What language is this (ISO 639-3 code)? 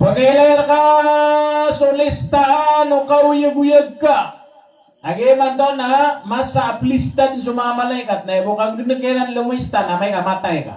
mrw